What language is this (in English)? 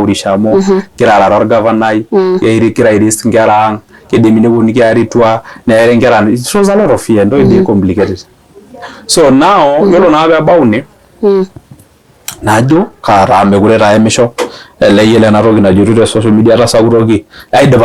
Masai